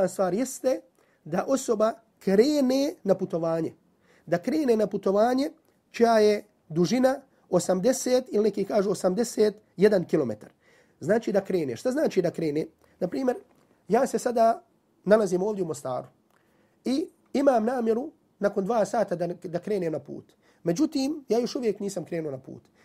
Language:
Bosnian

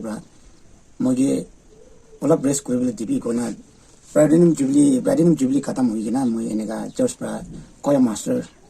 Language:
Naga Pidgin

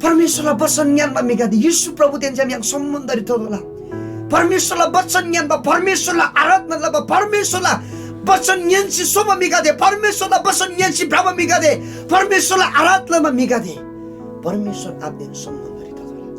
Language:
Eastern Tamang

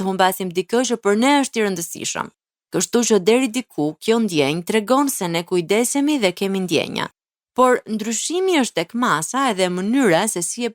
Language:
Albanian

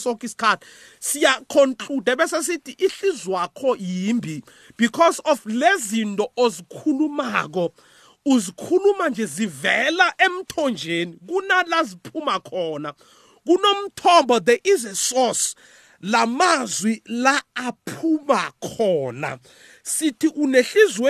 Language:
South Ndebele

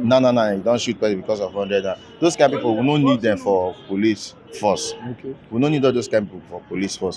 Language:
Nigerian Pidgin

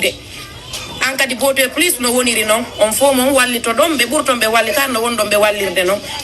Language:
Pular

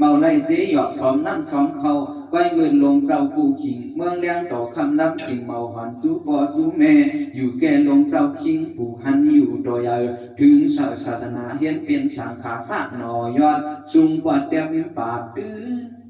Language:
Shan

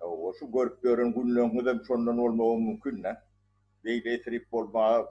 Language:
Turkmen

